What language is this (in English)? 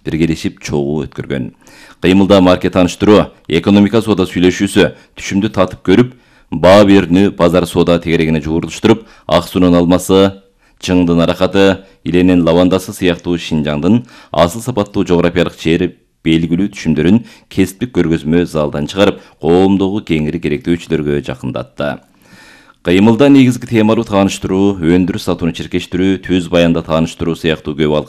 Kyrgyz